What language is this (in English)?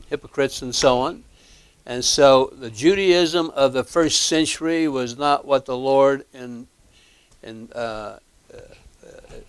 English